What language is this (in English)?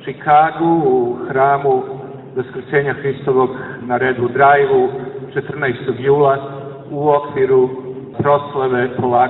Serbian